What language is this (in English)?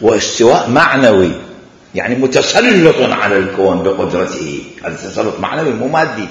Mesopotamian Arabic